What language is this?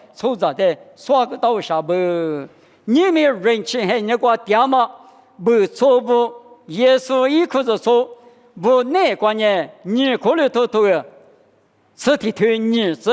Lisu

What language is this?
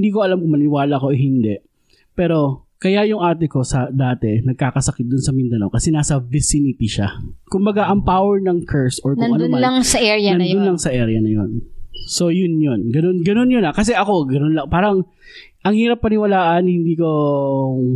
Filipino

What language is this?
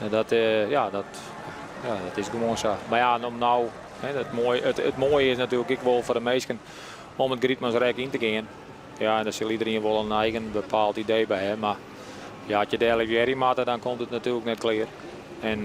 Western Frisian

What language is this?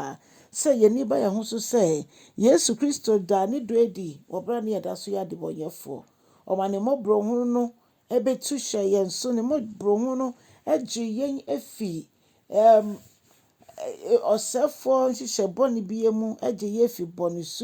Akan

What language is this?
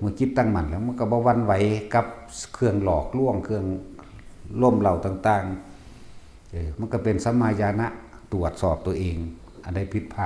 Northeastern Thai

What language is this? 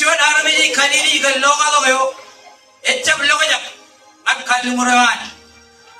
Marshallese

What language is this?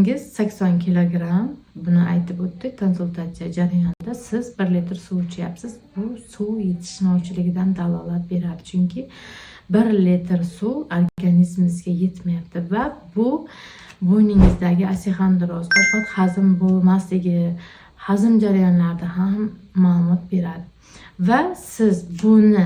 Uzbek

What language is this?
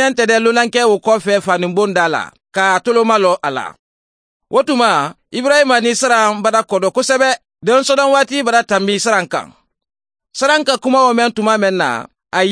Mandingo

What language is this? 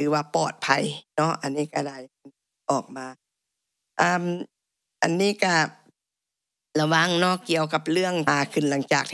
Thai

